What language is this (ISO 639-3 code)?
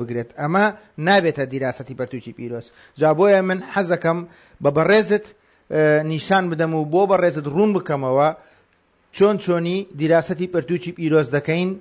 ckb